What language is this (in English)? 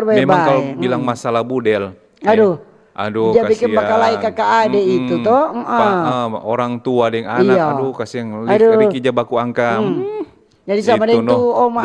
Manado Malay